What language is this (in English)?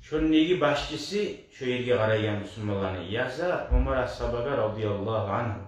Kumyk